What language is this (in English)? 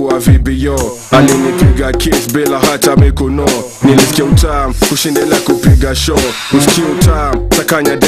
Swahili